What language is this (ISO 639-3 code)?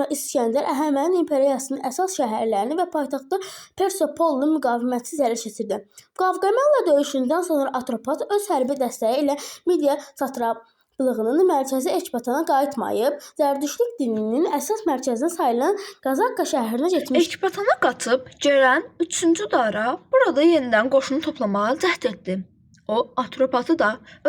aze